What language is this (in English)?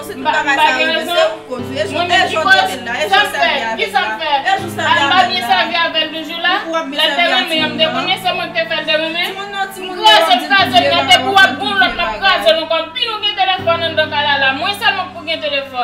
Haitian Creole